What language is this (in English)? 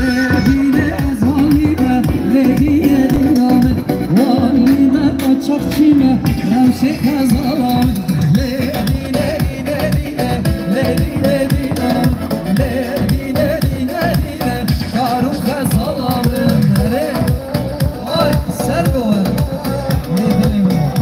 Kurdish